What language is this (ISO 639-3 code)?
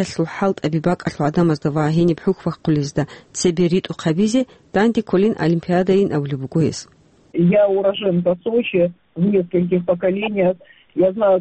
ava